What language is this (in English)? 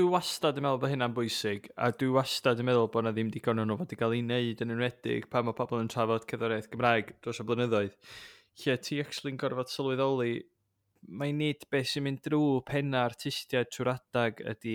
Welsh